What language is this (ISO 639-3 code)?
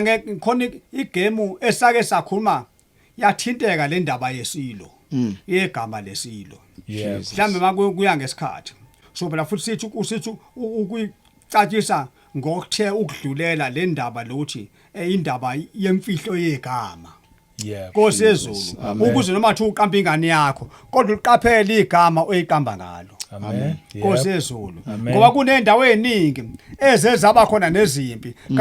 zul